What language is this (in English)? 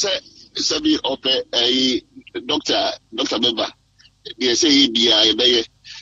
Akan